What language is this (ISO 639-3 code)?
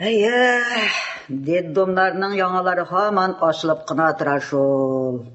tat